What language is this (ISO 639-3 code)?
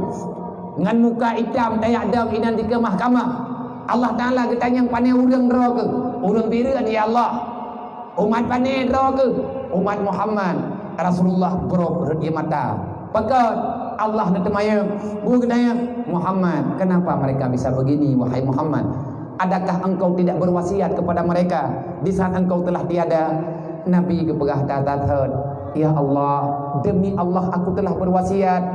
ace